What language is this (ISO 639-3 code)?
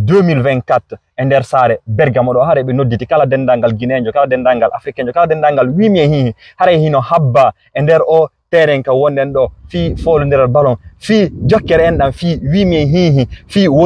ful